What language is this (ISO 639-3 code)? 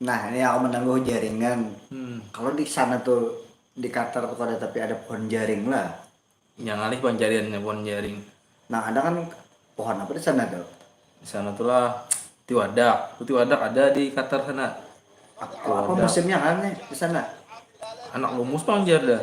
bjn